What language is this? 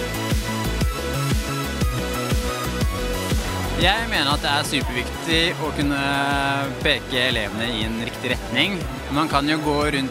Norwegian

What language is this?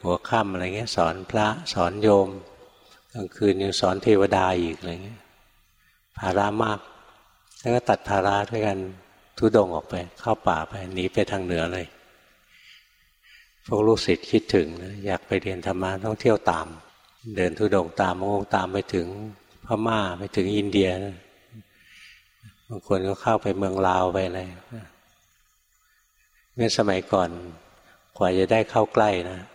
Thai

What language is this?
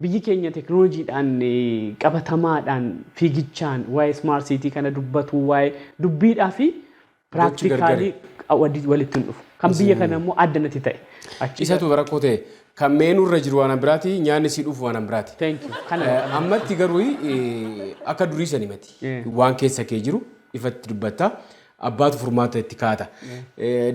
Oromo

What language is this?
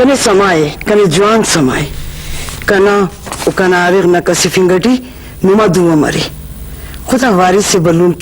Brahui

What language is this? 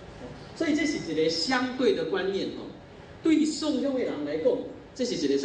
Min Nan Chinese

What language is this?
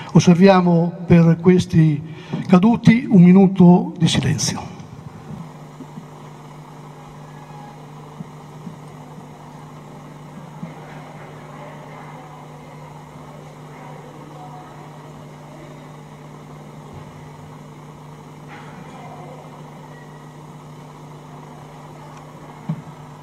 Italian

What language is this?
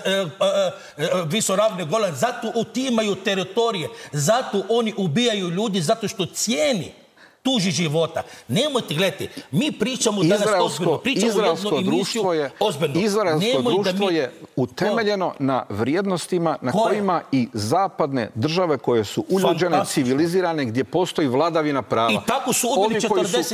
Croatian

